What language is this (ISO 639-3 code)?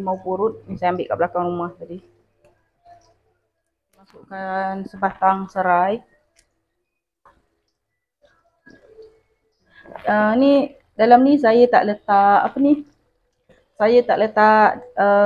msa